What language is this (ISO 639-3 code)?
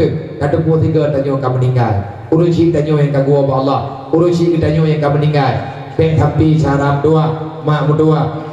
ace